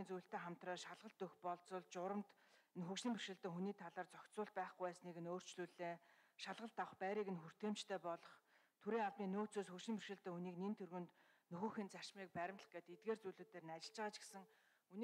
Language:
Mongolian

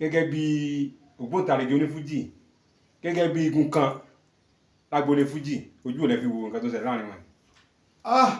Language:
Yoruba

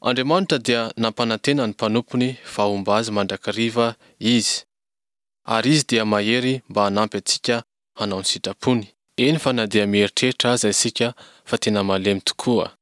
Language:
Malagasy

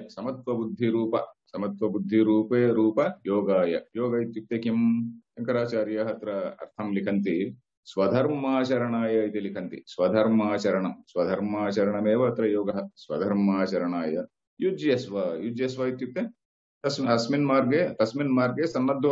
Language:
Sanskrit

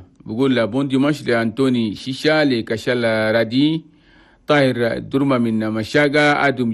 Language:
Chadian Arabic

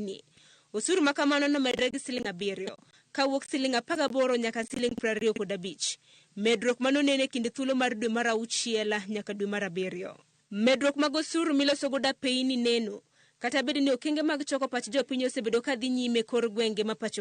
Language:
Luo (Kenya and Tanzania)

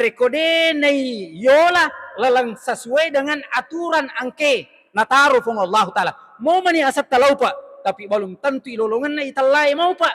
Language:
Buginese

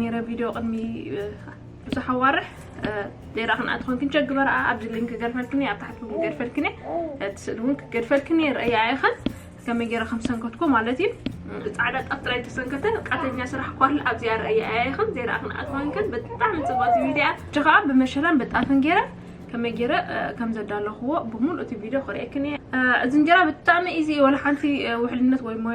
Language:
Tigrinya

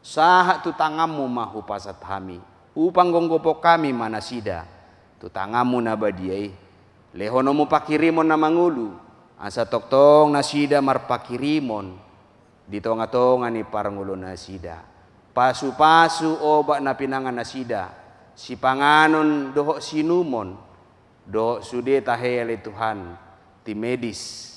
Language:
Batak Toba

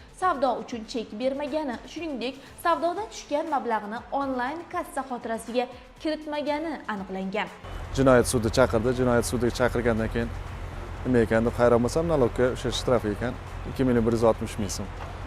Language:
Uzbek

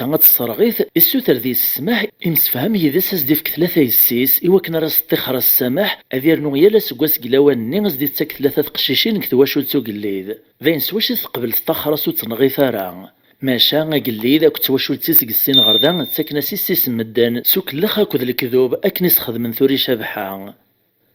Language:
Kabyle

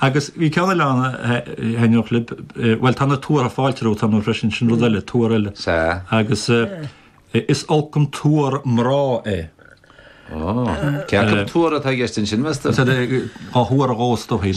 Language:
Irish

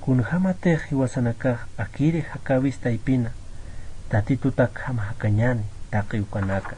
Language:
Aymara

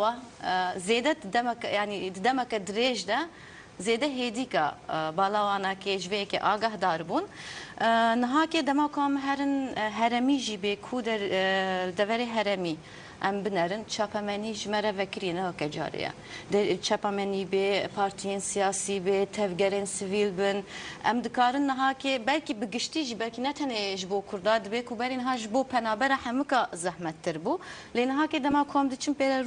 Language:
Kurdish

